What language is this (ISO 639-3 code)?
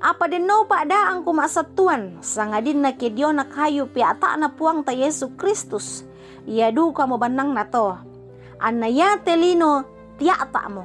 sda